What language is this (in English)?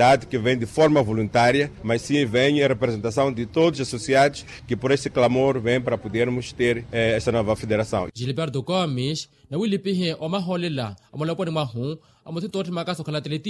Makhuwa